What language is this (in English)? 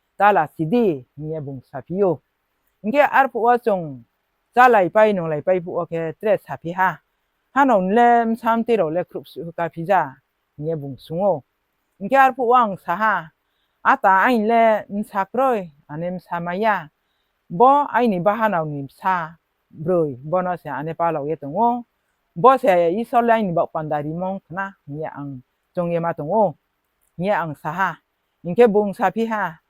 Riang (India)